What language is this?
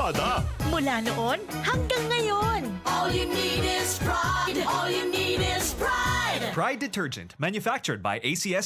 Bikol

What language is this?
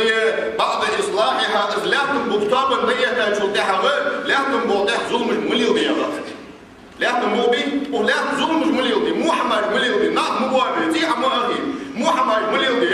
Ingush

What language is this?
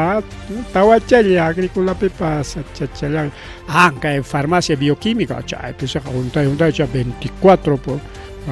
Ayacucho Quechua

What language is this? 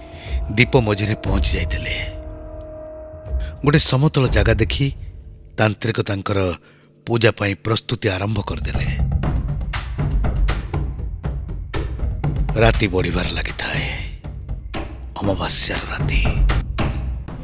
Odia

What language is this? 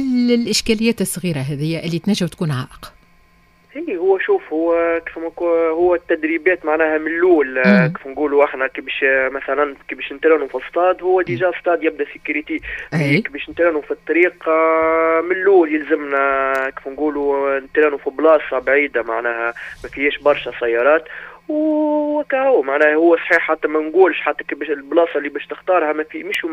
Tunisian Arabic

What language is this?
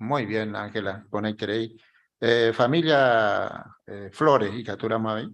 Guarani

